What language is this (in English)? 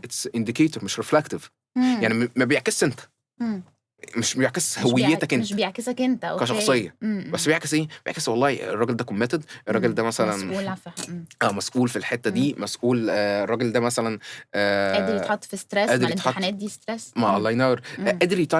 Egyptian Arabic